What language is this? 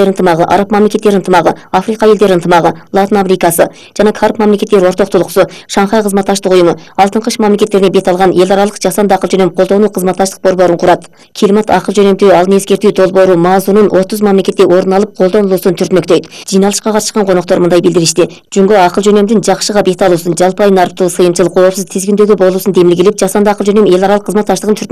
Kyrgyz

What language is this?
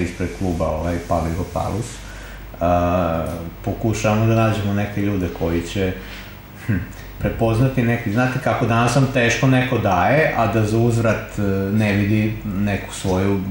Serbian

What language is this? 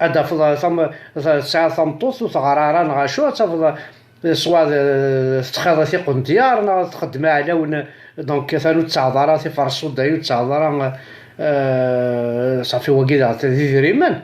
Kabyle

